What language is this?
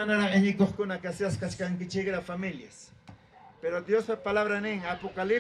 Ayacucho Quechua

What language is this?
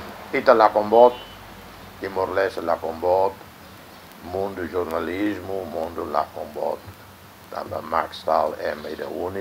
Tetum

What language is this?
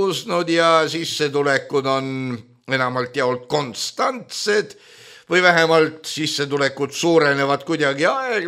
Estonian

